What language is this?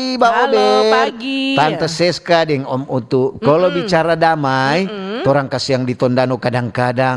Manado Malay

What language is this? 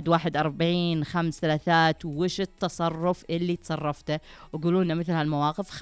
Najdi Arabic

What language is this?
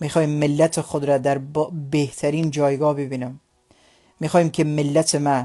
Tajik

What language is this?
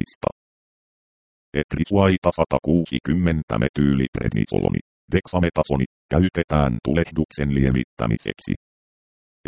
Finnish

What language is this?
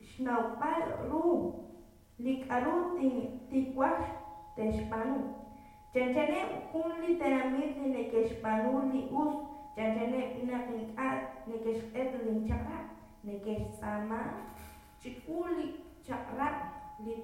Kekchí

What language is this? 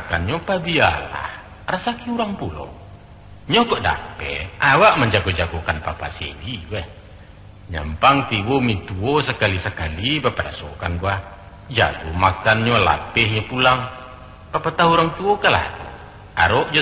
Minangkabau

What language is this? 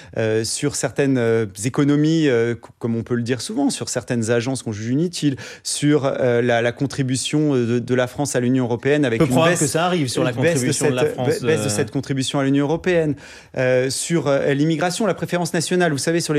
French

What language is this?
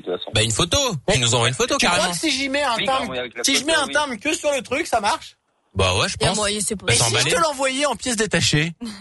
French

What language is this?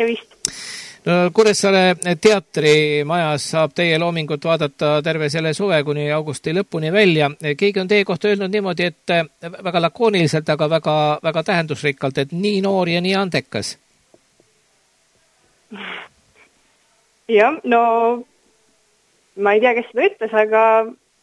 Estonian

